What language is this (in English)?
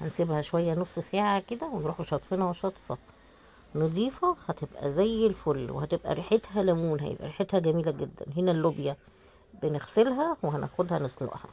Egyptian Arabic